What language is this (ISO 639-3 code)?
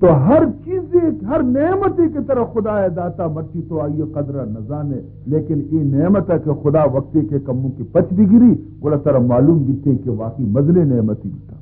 bal